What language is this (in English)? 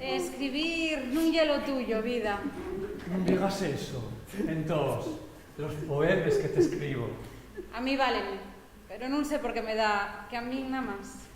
Asturian